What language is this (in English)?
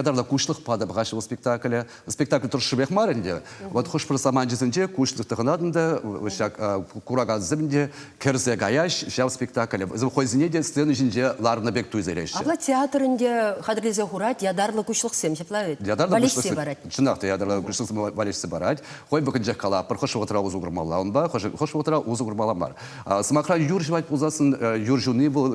Chuvash